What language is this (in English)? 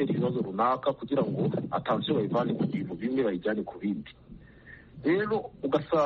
Kinyarwanda